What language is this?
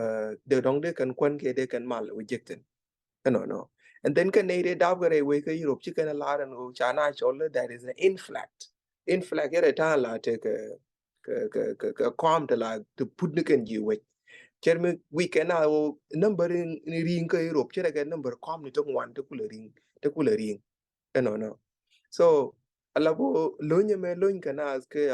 Nuer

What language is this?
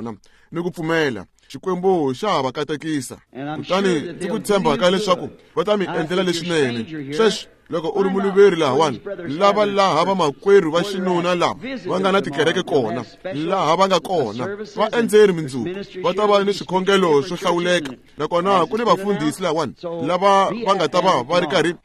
Tsonga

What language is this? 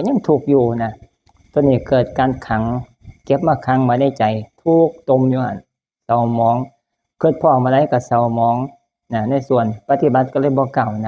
Northeastern Thai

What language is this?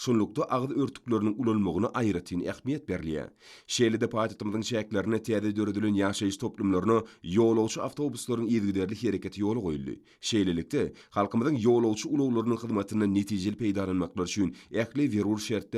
Turkmen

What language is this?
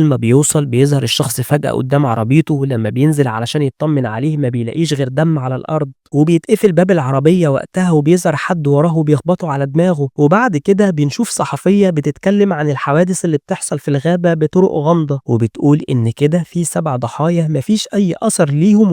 Egyptian Arabic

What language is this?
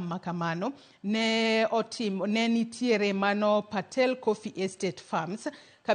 Luo (Kenya and Tanzania)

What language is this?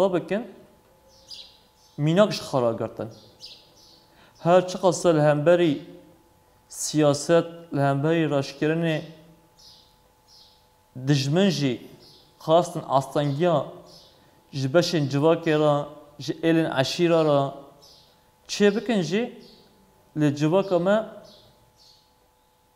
Kurdish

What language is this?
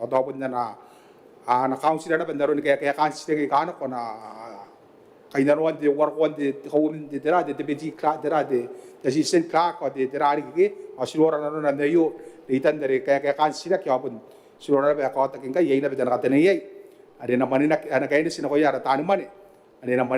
Gilbertese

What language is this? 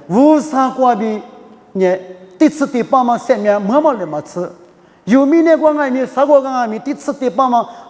Lisu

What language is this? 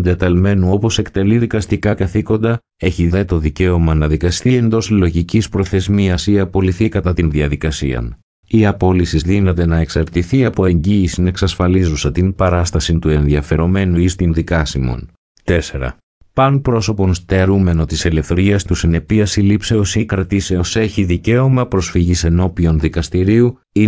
Greek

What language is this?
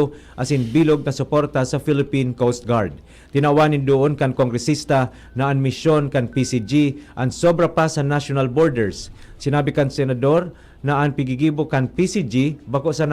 Bikol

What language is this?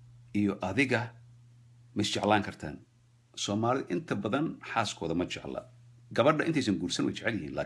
Somali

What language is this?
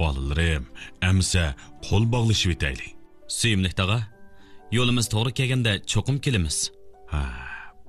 Uyghur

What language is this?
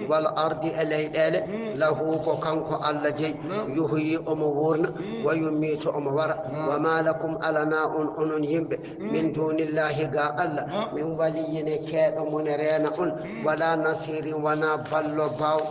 Fula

